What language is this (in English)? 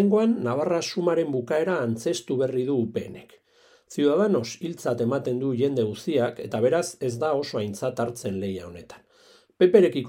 Basque